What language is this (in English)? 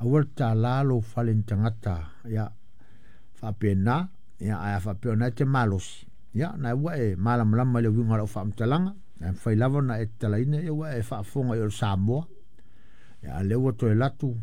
Samoan